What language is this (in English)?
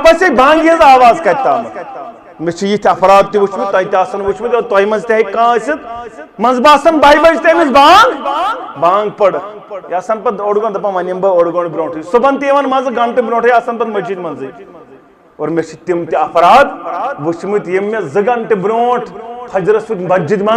Kashmiri